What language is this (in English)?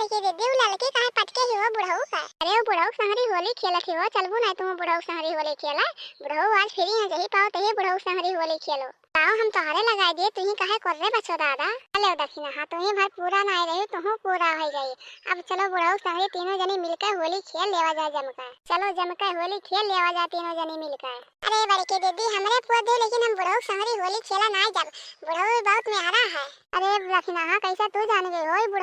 Awadhi